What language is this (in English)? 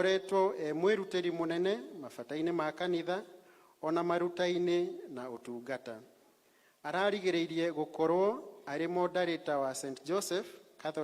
Kikuyu